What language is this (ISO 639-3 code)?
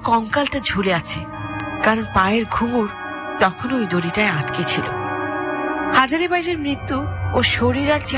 ben